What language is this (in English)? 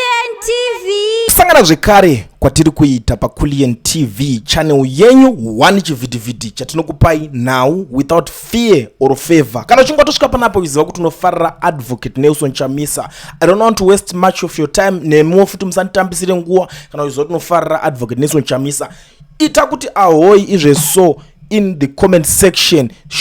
Shona